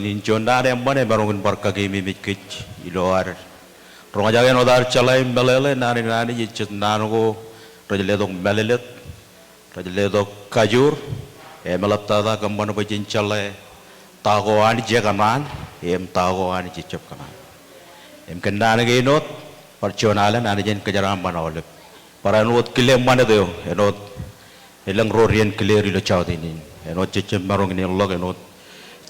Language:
Marshallese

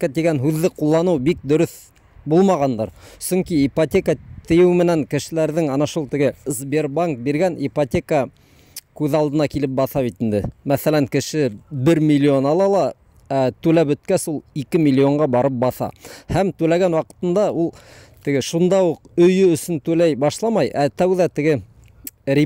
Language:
Bashkir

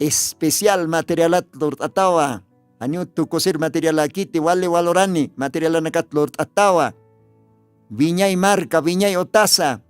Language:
Aymara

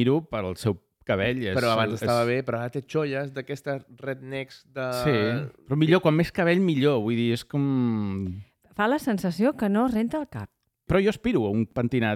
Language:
Catalan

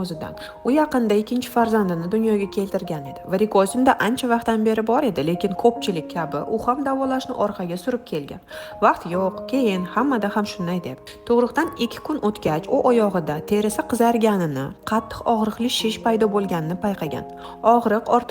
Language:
Uzbek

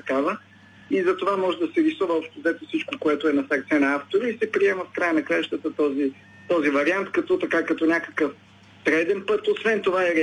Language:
Bulgarian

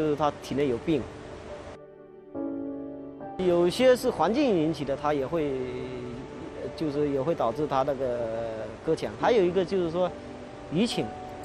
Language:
Chinese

